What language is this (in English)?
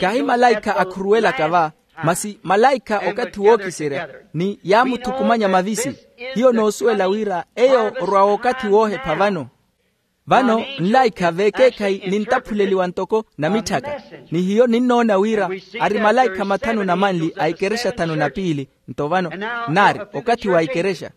Makhuwa